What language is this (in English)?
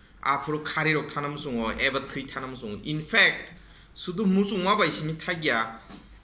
Kok Borok